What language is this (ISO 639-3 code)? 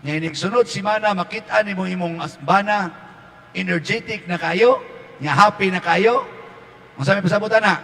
ceb